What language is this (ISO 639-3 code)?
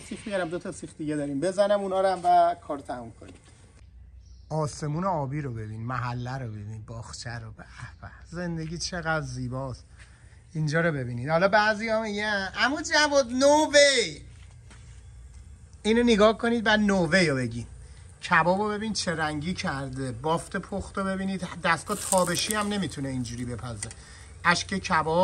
fas